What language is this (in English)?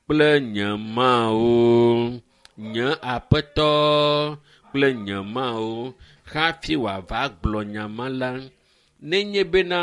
Ewe